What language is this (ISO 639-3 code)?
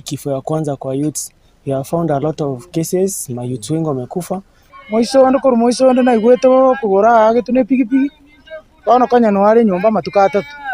guz